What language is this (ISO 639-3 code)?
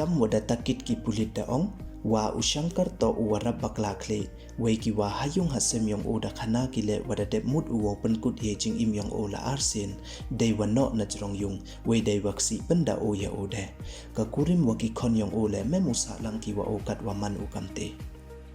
pbv